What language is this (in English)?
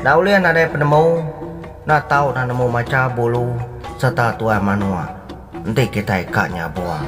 Iban